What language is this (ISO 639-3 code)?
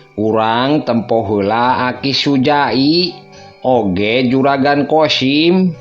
sun